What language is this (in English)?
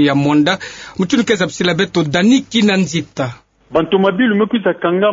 Kituba (Democratic Republic of Congo)